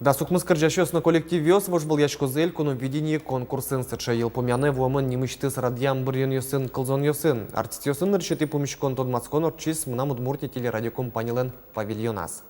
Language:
Udmurt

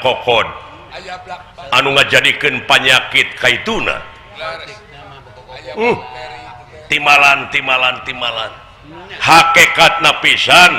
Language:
Sundanese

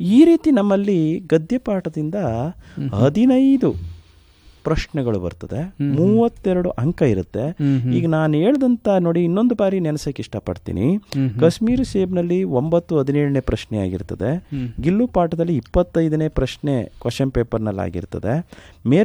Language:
Kannada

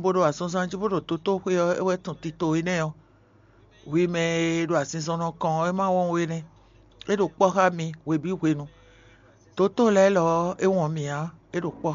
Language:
Fon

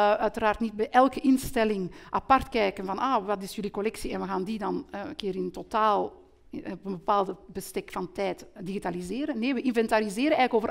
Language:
Dutch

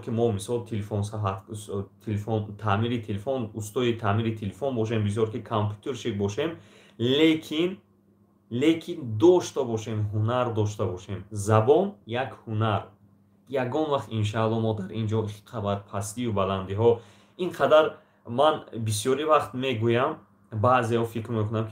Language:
Tajik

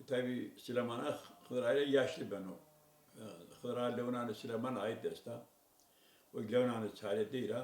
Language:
Zaza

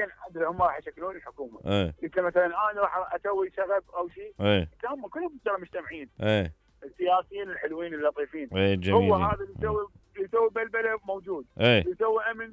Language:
Mesopotamian Arabic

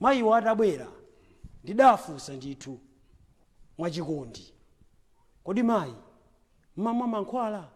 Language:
Nyanja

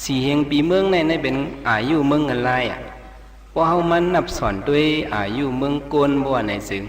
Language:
Shan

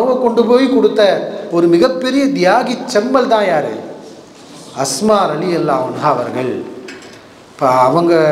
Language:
Tamil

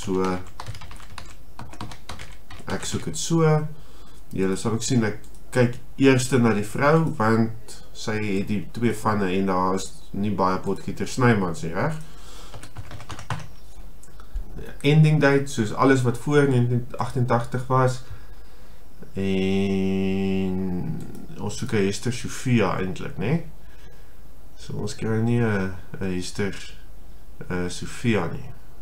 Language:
Afrikaans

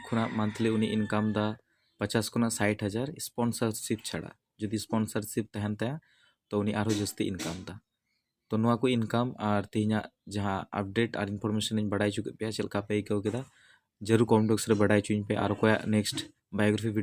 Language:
Santali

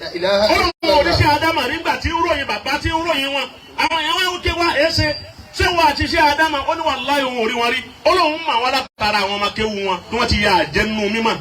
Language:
Yoruba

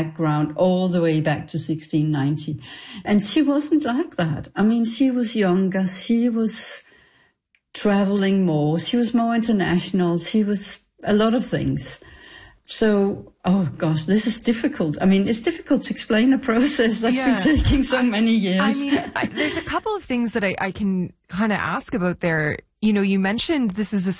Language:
English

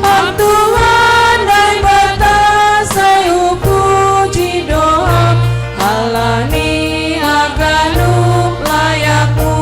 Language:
Batak Simalungun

